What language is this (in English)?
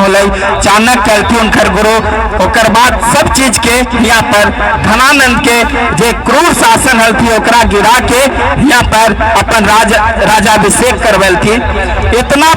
Magahi